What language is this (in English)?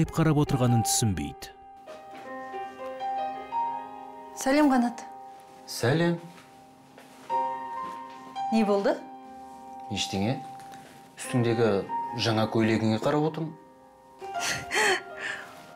Kazakh